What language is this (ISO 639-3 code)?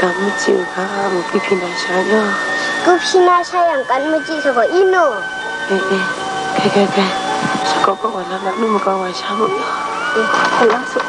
kac